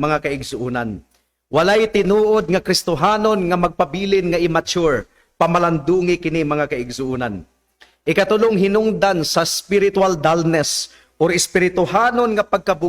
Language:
Cebuano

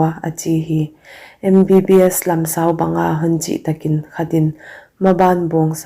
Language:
Paite Chin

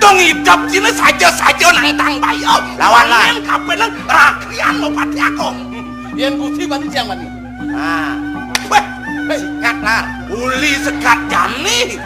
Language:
Balinese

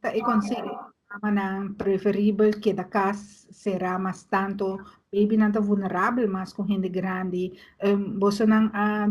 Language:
Papiamento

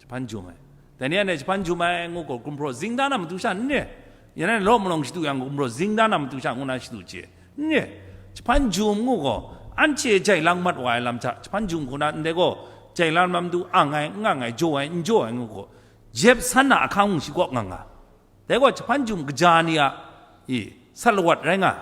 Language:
Kachin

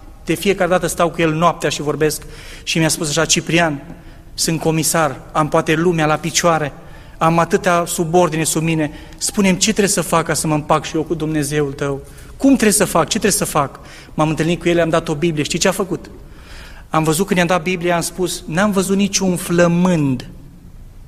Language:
Romanian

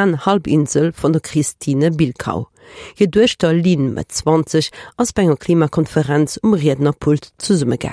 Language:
Luxembourgish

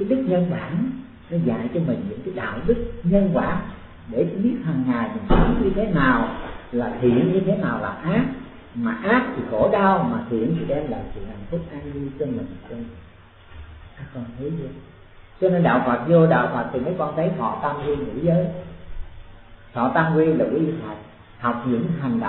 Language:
Vietnamese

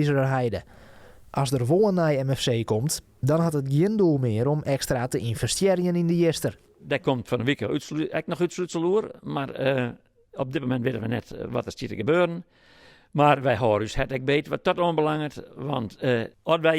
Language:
Western Frisian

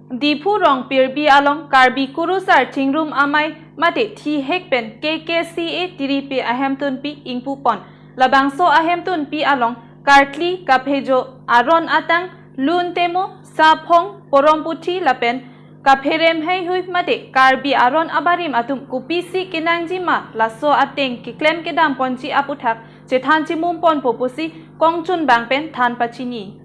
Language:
Karbi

